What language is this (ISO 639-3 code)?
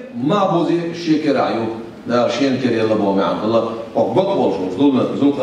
che